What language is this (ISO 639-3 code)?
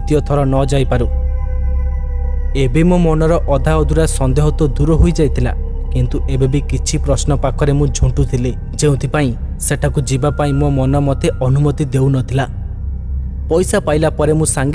ori